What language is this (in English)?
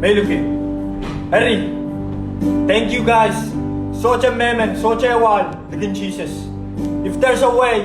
Pohnpeian